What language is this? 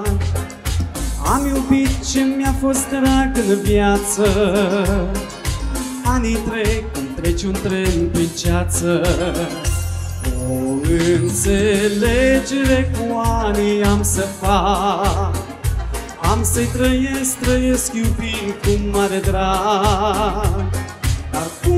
Romanian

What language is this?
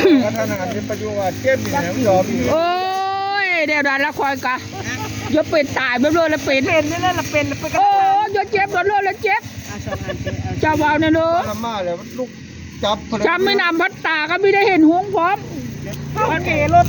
Northeastern Thai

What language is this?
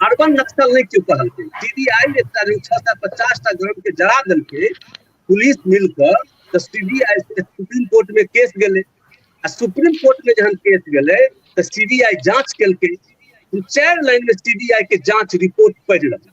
Maithili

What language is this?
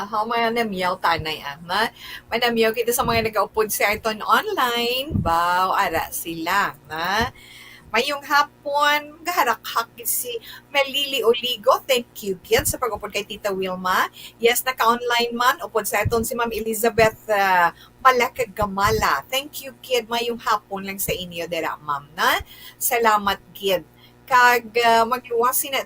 Hiligaynon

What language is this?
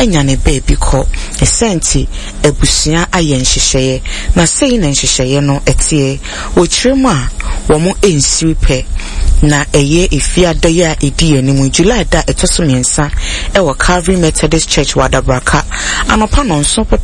Akan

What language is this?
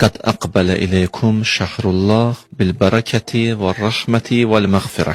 Azerbaijani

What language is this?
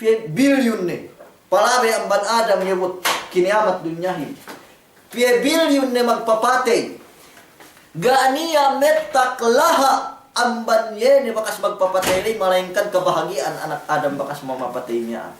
Yakan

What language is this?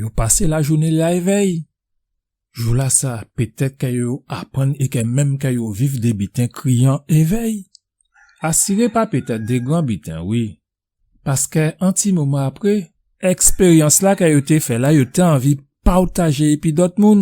Guadeloupean Creole French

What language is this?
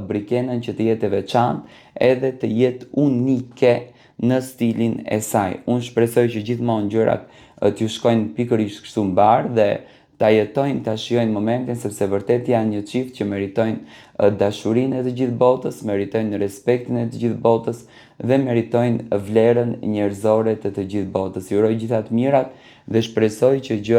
Albanian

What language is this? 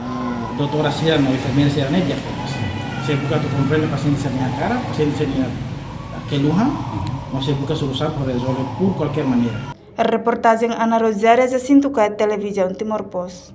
Tetum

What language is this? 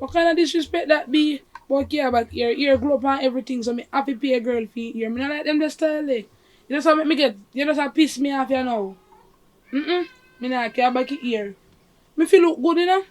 Jamaican Creole English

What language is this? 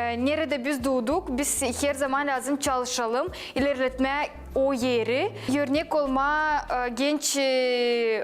Gagauz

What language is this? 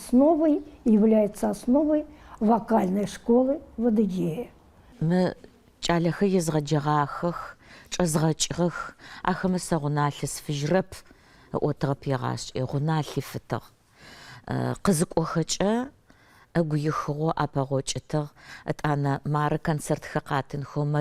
Adyghe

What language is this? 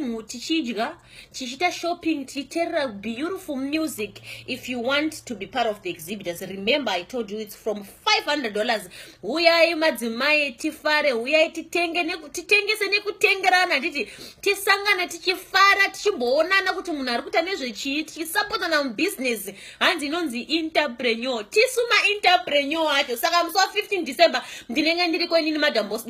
Shona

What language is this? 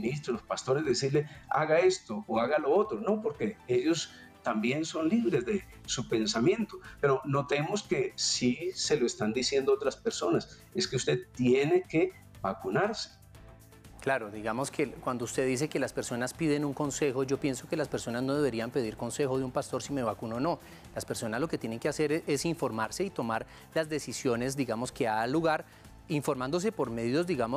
Spanish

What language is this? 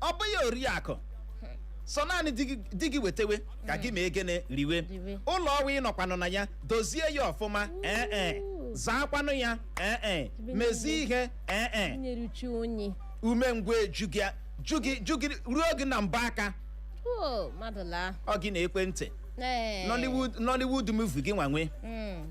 Igbo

